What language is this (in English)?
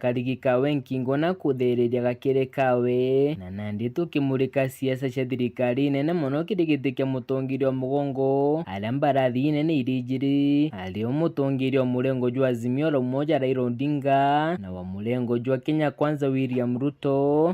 Meru